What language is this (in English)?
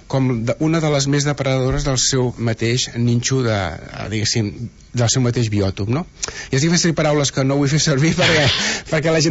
Catalan